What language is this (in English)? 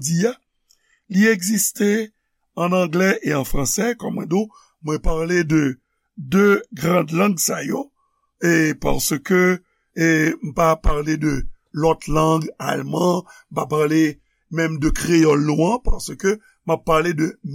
Haitian Creole